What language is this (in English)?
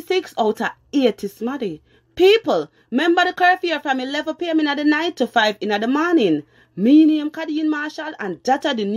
Jamaican Creole English